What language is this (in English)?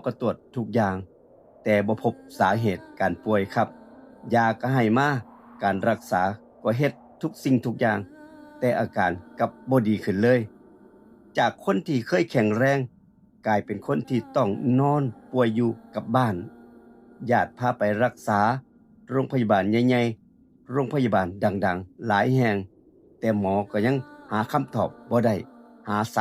Northeastern Thai